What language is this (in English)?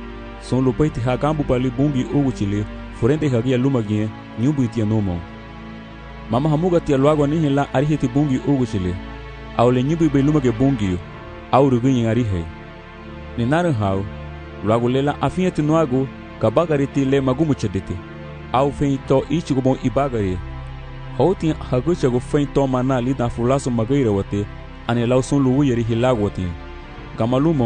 Garifuna